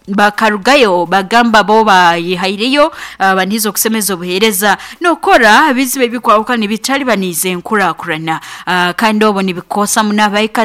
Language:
Nyoro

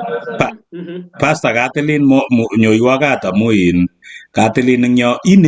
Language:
Kalenjin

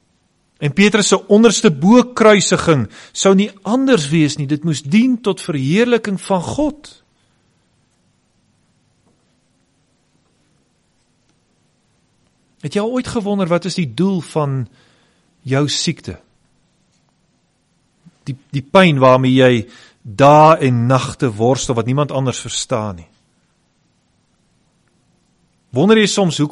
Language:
Afrikaans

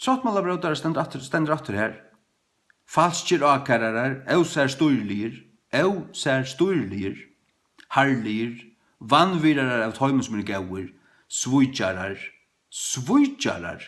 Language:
Faroese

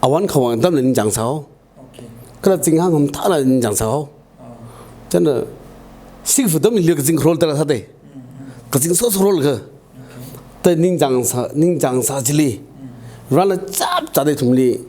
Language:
Tangkhul Naga (India)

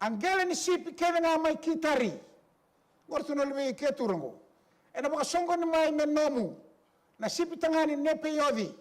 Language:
Fijian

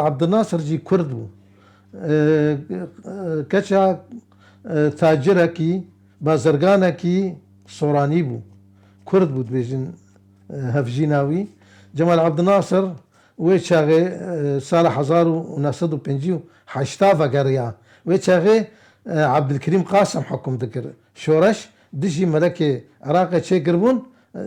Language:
Kurdish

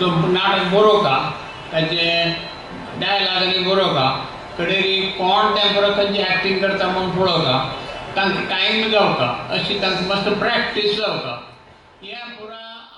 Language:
Konkani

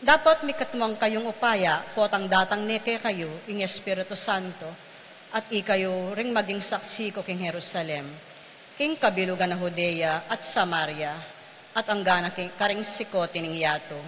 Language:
Pampanga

